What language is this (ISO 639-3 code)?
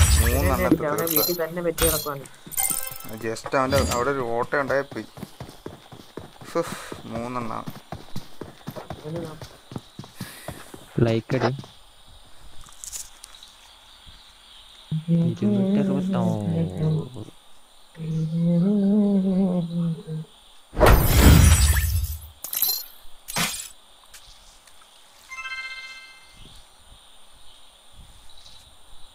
mal